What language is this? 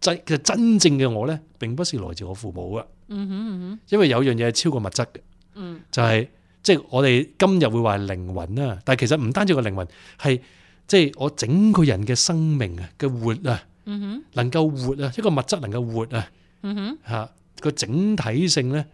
Cantonese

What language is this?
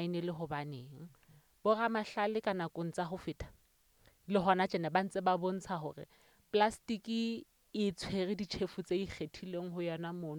Southern Sotho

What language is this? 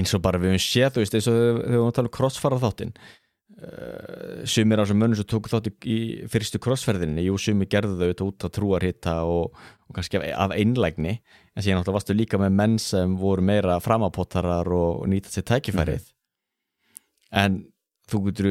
Icelandic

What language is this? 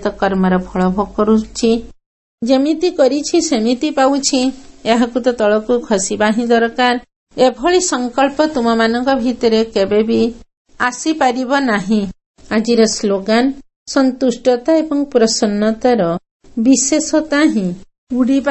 Odia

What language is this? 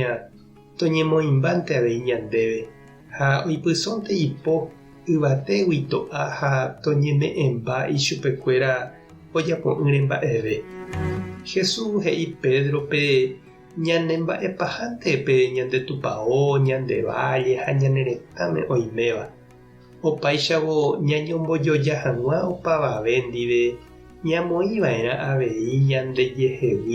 Guarani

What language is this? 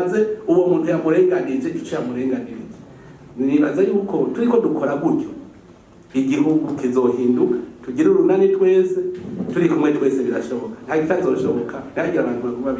Rundi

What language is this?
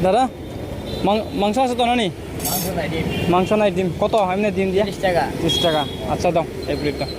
Riang (India)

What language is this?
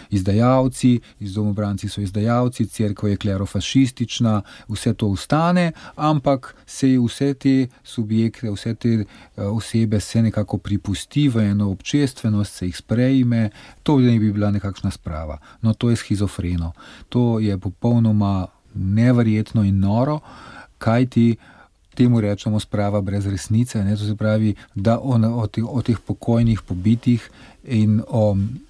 Slovenian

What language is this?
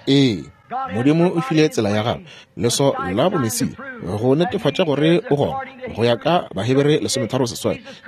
Northern Sotho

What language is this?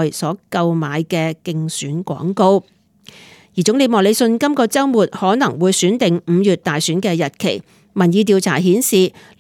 Cantonese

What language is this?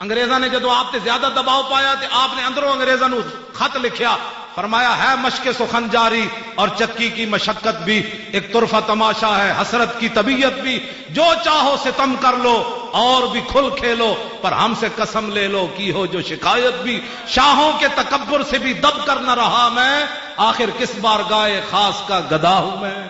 Western Panjabi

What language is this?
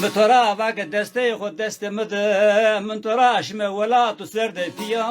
Zaza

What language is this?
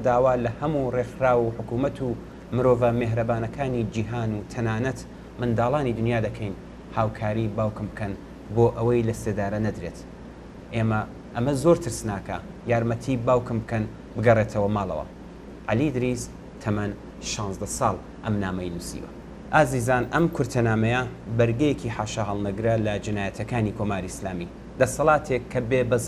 Central Kurdish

